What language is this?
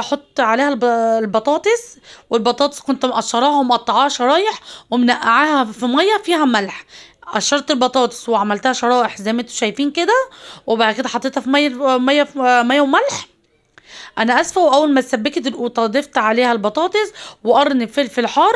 Egyptian Arabic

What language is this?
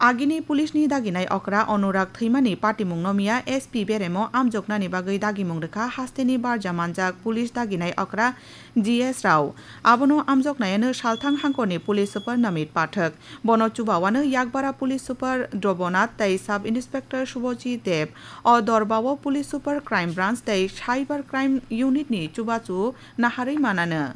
Kok Borok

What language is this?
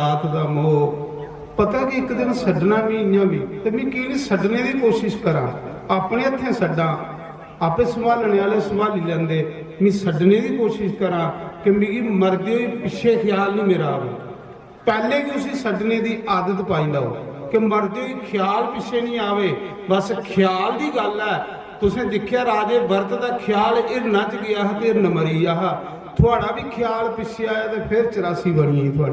Dogri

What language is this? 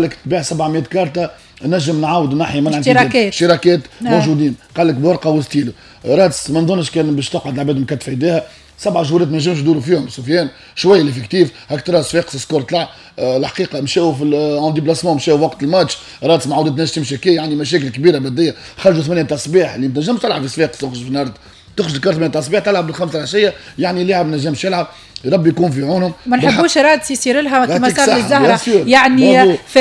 Tunisian Arabic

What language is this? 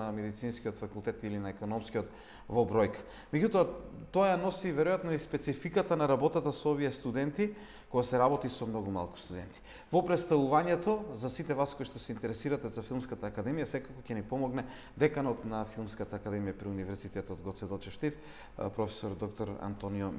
Macedonian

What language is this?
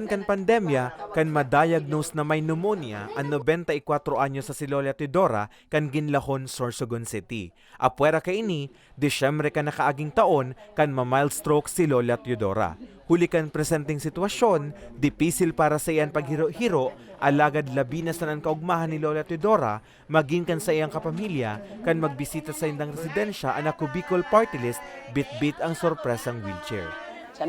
Bikol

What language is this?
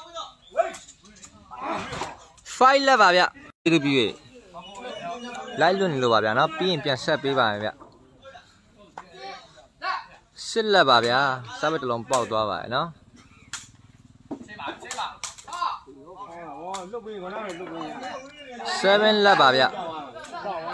Burmese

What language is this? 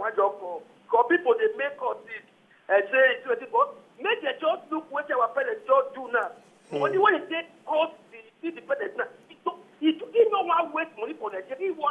Nigerian Pidgin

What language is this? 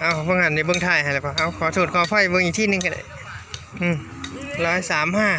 Northeastern Thai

